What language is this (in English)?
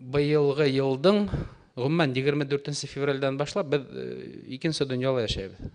Bashkir